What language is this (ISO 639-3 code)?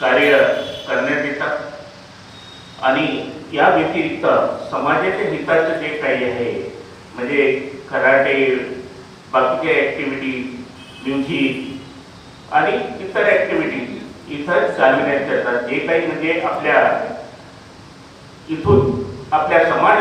mar